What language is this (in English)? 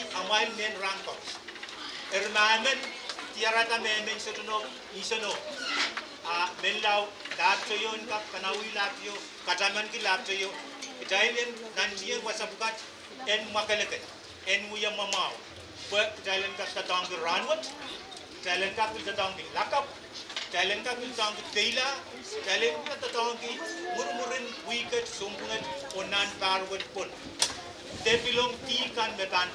Pohnpeian